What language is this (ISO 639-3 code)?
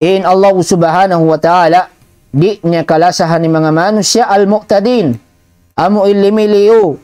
tsg